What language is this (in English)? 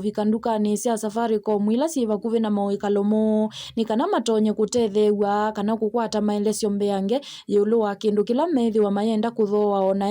Kamba